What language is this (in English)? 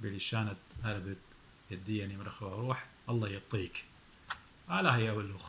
Assyrian Neo-Aramaic